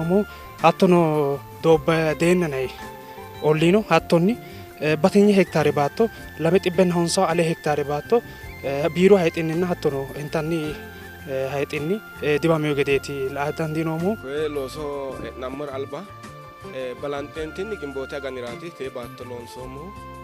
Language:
Sidamo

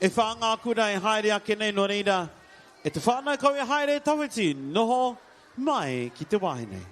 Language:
Māori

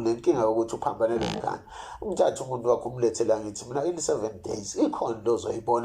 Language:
Zulu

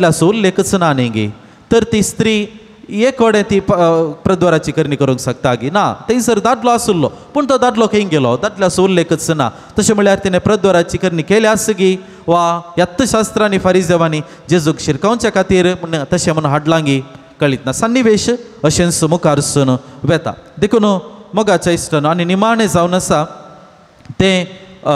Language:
Konkani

